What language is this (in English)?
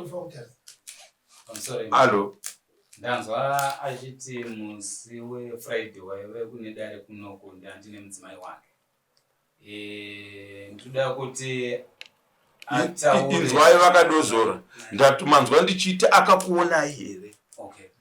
Shona